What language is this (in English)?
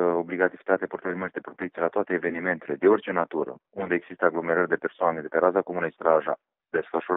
Romanian